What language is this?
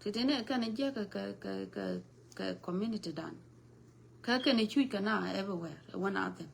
Nuer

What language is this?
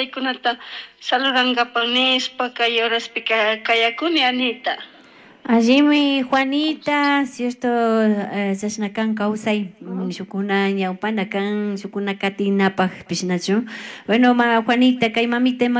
Chimborazo Highland Quichua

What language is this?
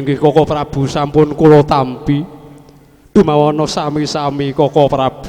Javanese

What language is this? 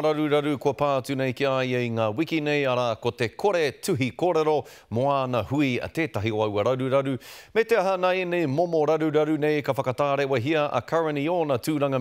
Māori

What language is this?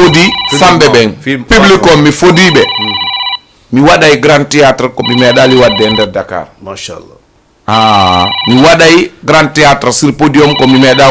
Fula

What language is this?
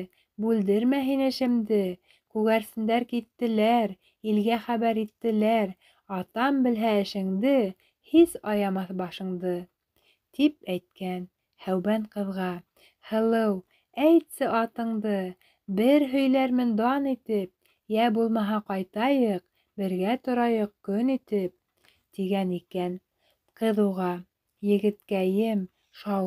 Bashkir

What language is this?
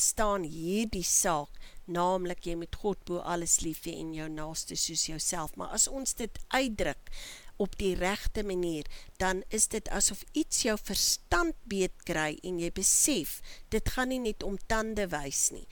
Afrikaans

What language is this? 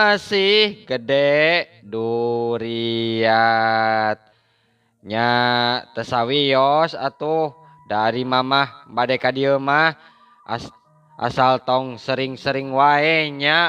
Sundanese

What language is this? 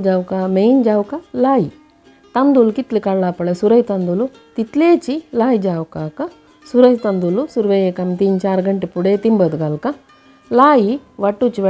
Konkani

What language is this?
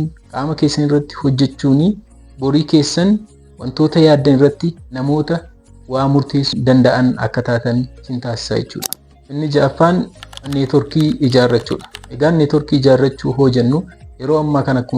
Oromo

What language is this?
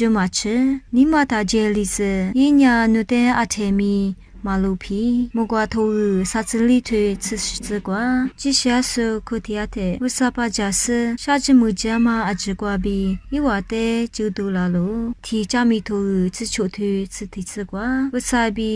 Lisu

